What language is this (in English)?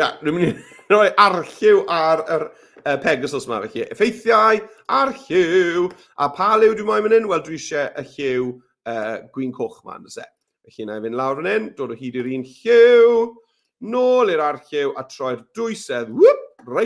Welsh